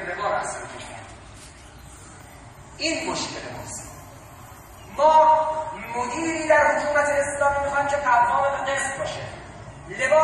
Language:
Persian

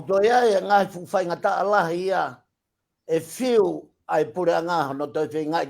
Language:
Tongan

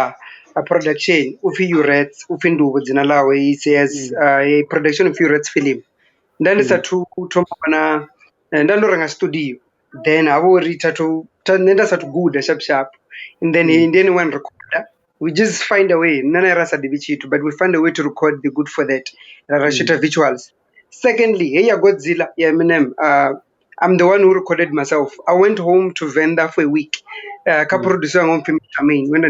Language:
Venda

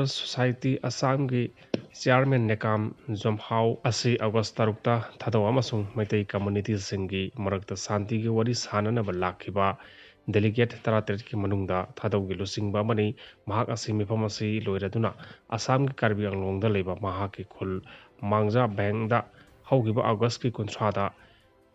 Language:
Manipuri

